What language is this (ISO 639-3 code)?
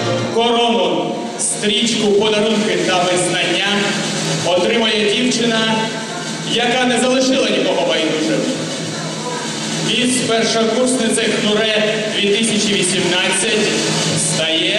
ukr